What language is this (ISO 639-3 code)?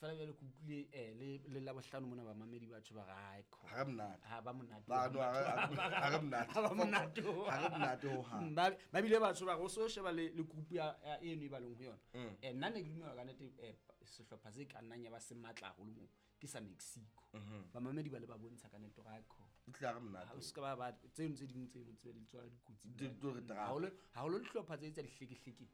sot